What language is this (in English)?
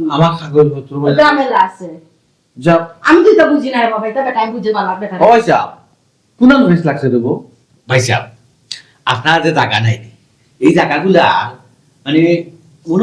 Sylheti